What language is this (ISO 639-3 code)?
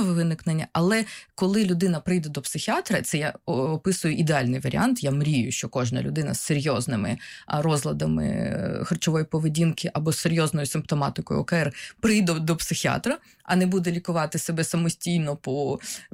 ukr